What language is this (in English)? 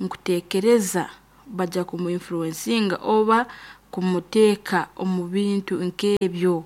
Nyoro